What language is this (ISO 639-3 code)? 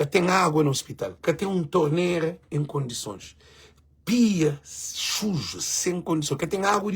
kea